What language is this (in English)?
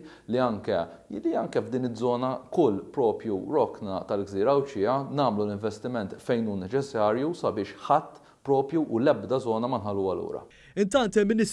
Maltese